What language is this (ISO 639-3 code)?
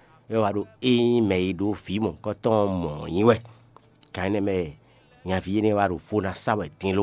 fon